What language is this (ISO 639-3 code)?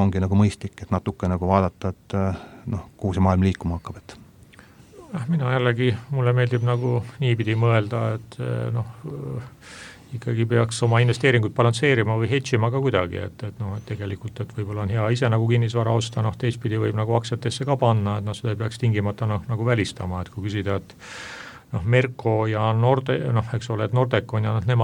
est